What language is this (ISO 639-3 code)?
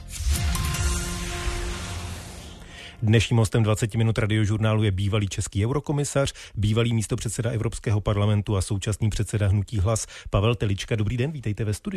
ces